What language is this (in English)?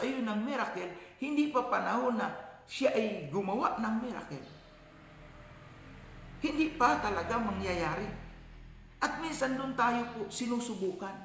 Filipino